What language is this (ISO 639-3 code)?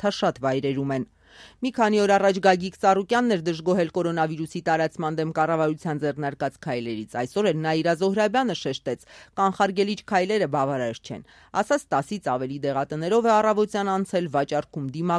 hye